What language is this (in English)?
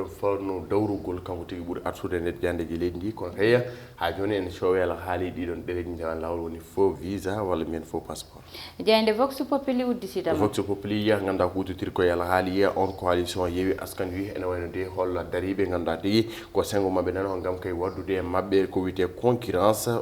Fula